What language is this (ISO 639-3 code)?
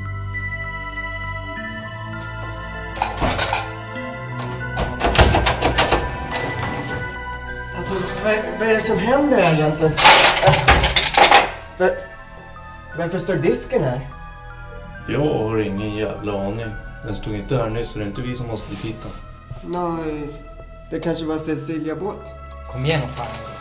swe